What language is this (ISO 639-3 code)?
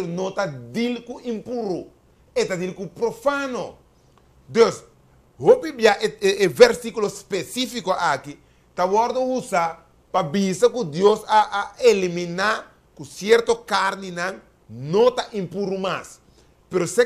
pap